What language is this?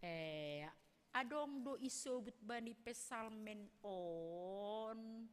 Batak Simalungun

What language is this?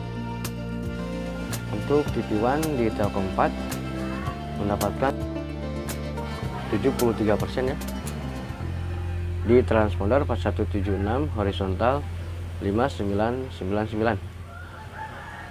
Indonesian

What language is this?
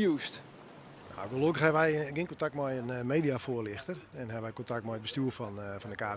Western Frisian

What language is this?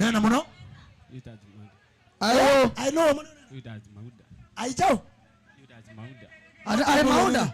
Kamba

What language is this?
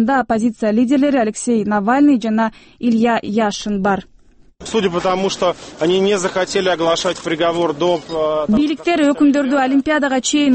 Kyrgyz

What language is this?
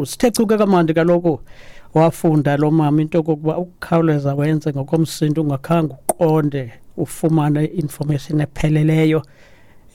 Xhosa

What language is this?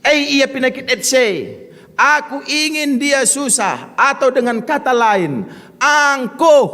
Batak Karo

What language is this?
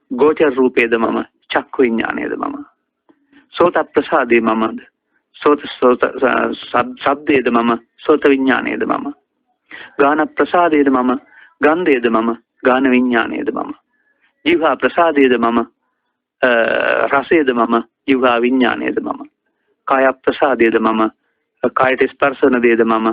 Sinhala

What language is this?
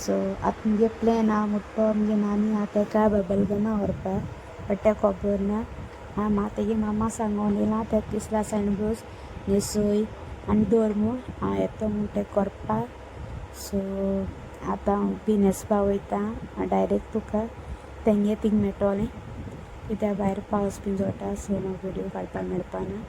Konkani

